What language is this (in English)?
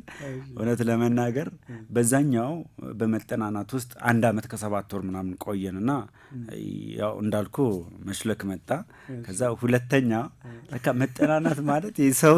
Amharic